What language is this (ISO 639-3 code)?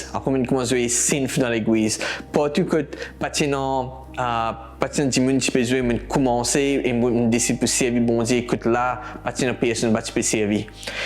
mfe